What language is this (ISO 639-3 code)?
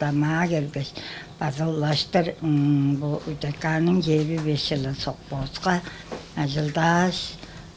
tyv